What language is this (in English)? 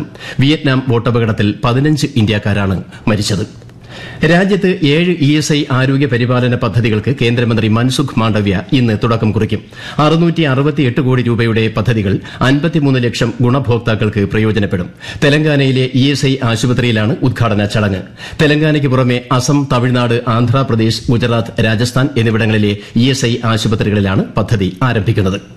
Malayalam